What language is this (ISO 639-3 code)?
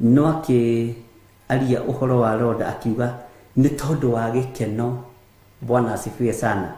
kik